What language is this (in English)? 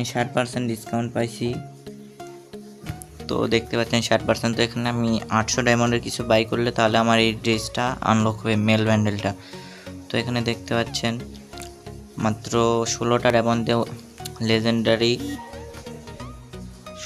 Bangla